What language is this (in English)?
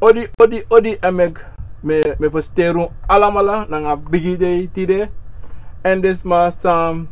Sranan Tongo